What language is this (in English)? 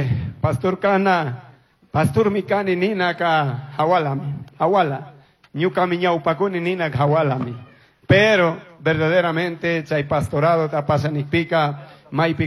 Chimborazo Highland Quichua